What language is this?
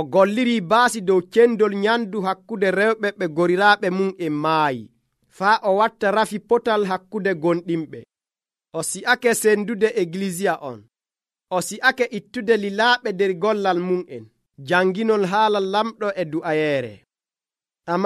Nigerian Fulfulde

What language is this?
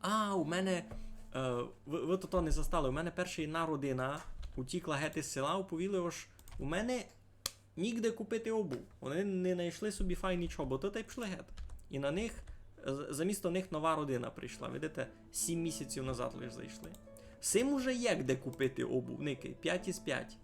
Rusyn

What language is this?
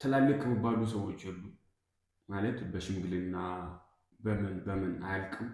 Amharic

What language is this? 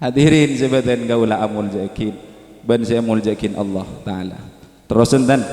Madurese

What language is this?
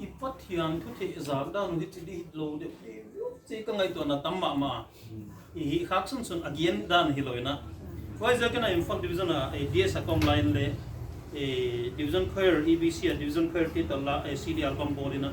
Tedim Chin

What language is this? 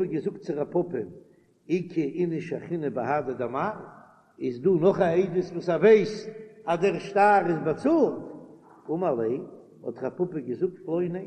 Yiddish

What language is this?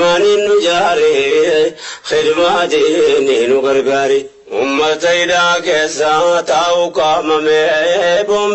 Oromo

